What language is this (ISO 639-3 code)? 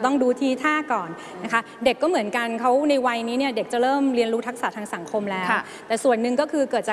tha